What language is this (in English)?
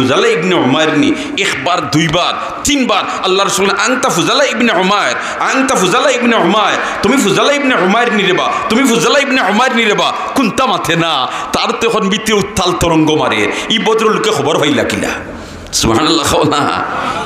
Sylheti